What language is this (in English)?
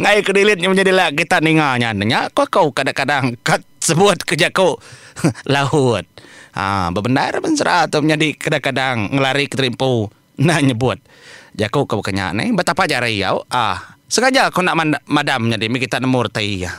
Iban